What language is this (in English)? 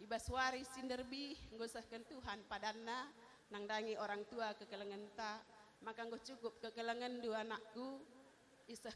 Batak Karo